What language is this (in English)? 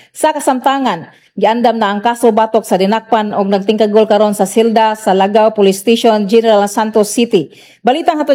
Cebuano